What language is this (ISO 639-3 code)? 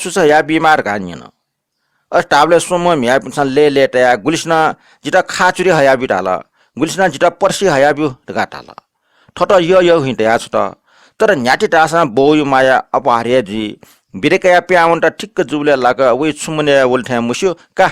new